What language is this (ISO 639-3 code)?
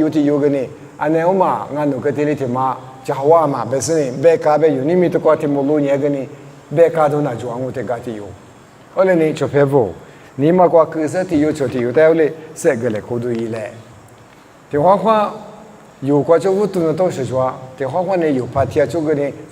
lis